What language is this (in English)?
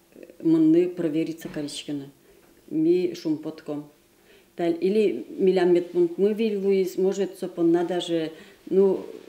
Udmurt